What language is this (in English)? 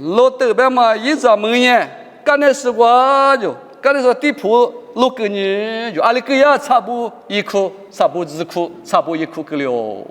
Lisu